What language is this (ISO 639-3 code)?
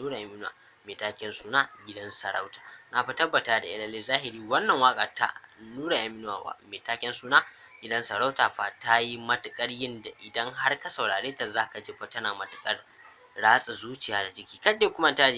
hau